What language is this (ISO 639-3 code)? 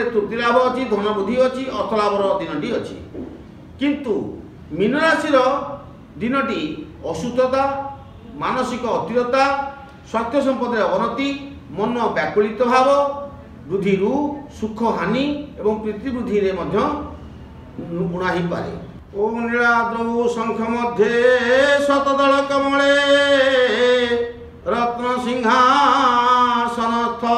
ori